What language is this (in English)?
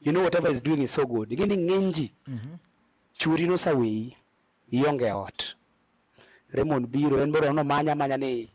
Luo (Kenya and Tanzania)